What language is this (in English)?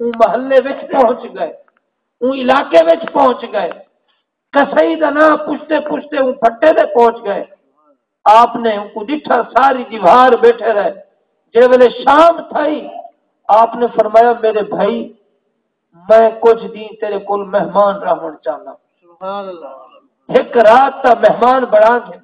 Saraiki